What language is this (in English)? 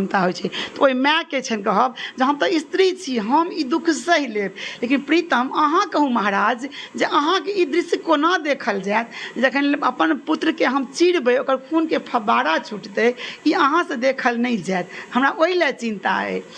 Maithili